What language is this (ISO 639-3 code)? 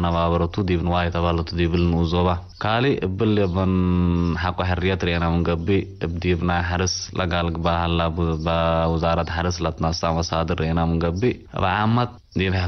tig